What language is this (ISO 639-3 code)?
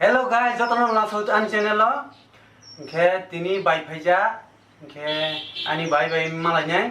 trp